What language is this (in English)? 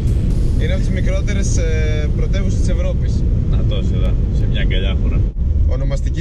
Greek